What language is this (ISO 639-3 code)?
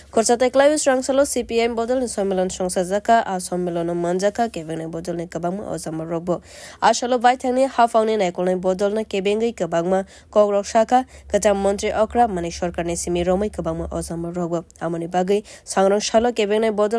trp